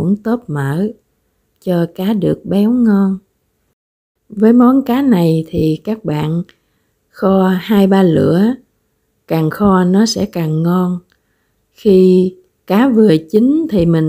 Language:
Vietnamese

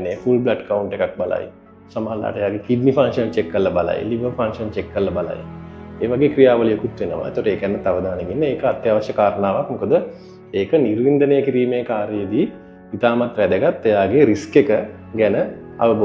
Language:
Sinhala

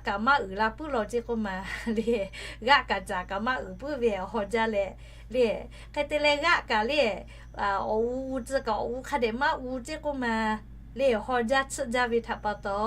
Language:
Lahu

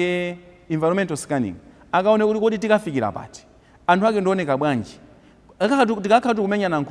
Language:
Nyanja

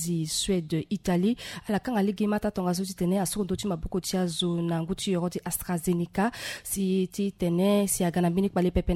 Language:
Sango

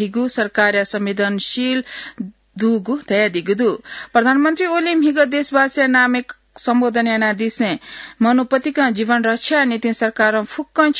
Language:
Newari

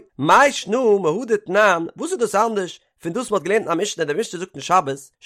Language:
Yiddish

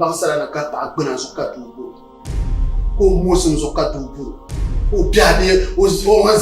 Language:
Dagbani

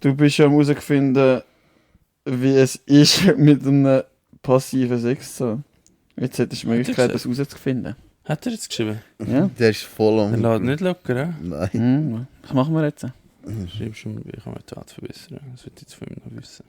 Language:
Swiss German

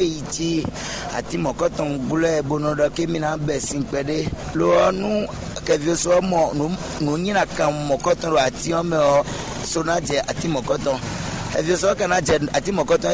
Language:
Fon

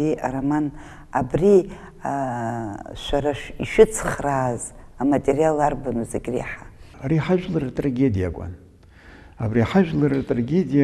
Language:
Abkhazian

